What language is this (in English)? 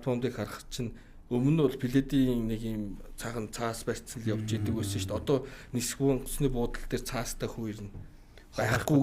Mongolian